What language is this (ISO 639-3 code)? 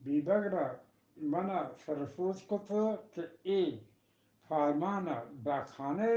bgp